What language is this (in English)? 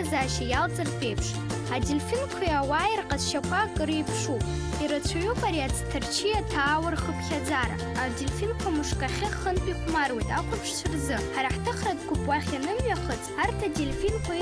Abkhazian